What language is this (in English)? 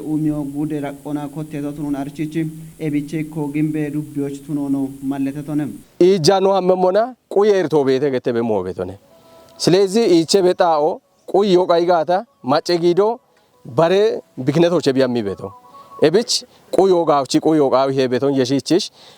Kafa